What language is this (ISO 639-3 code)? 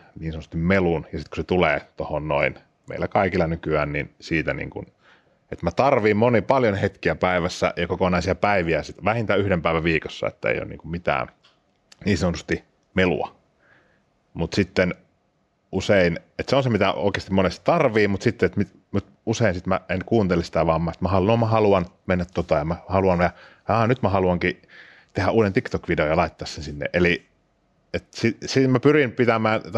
fin